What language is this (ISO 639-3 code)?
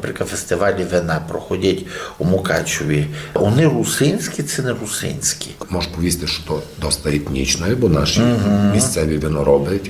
rue